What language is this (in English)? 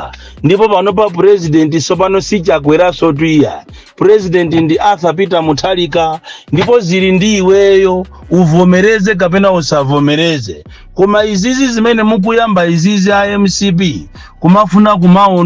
Nyanja